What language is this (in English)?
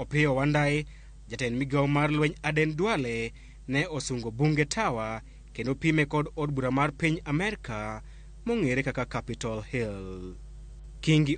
Luo (Kenya and Tanzania)